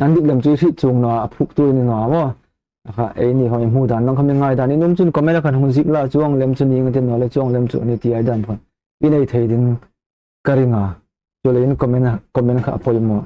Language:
Hmar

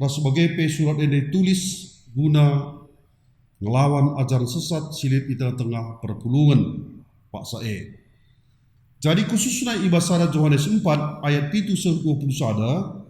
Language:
Batak Karo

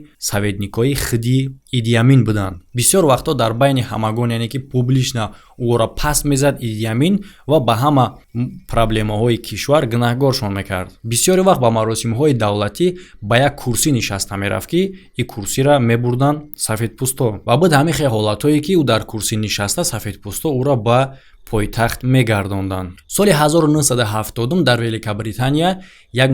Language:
Tajik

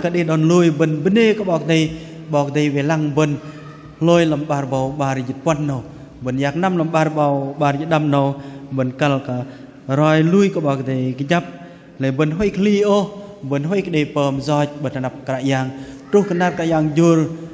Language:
Bahnar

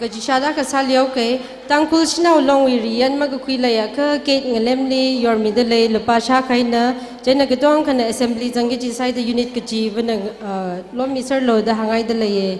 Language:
Tangkhul Naga (India)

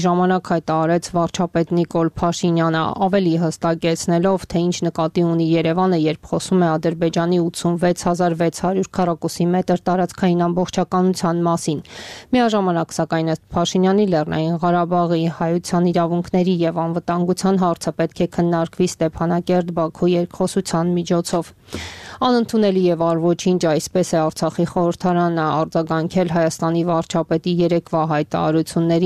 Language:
Armenian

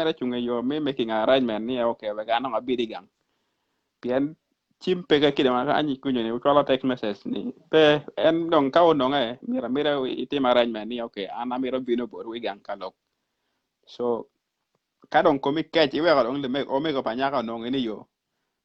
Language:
Acoli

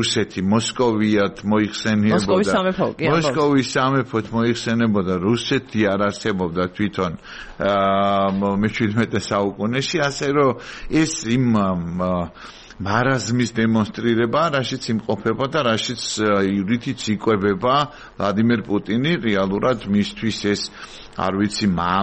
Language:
Georgian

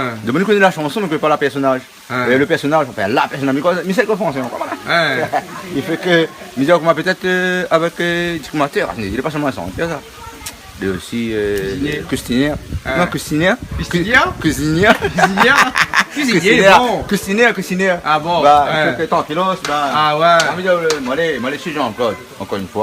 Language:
Réunion Creole French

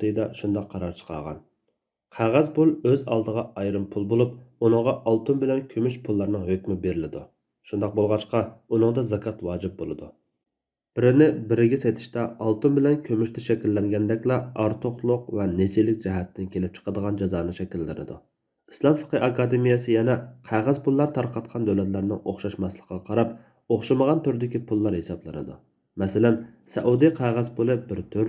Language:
Uyghur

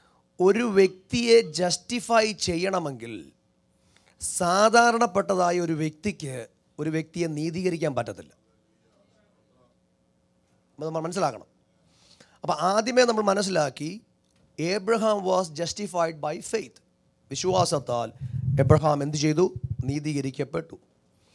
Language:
Malayalam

